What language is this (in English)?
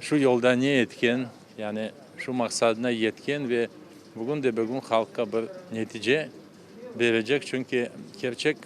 Crimean Tatar